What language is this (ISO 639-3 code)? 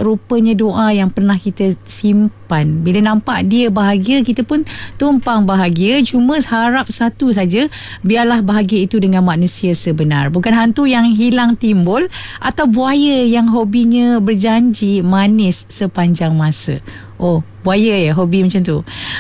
msa